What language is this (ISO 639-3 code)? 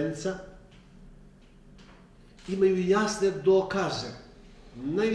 bos